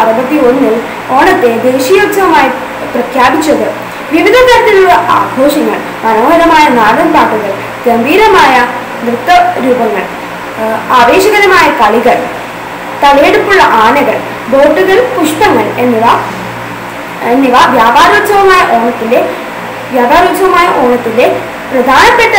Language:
Malayalam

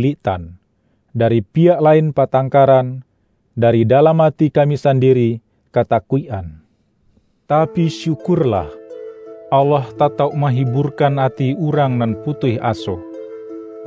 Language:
Minangkabau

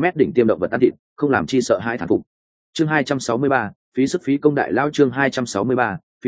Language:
Vietnamese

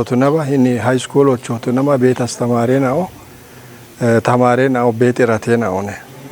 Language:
Kafa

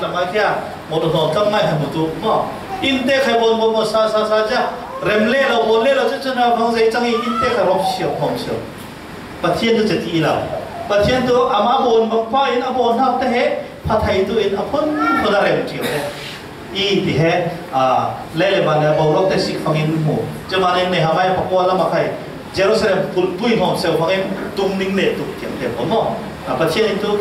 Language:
Falam Chin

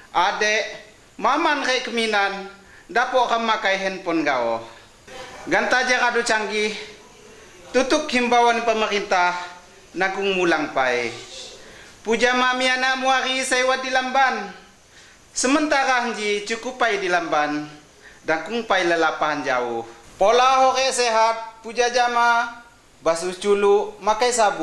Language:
Lampung Api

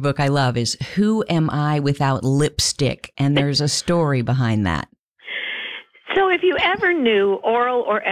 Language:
English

